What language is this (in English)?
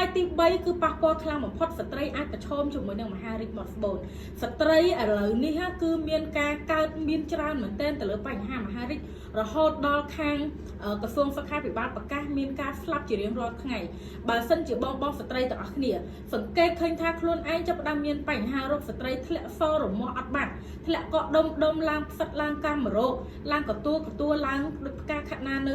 Khmer